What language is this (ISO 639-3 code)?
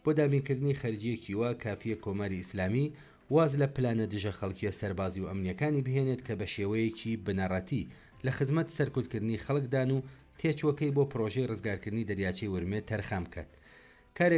ckb